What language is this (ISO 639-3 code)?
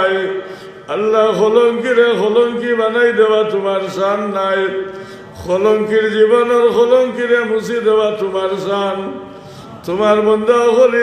syl